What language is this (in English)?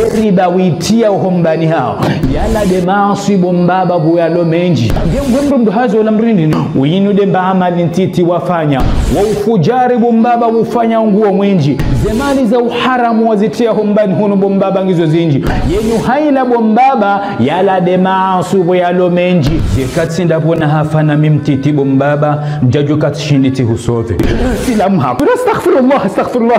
Ngazidja Comorian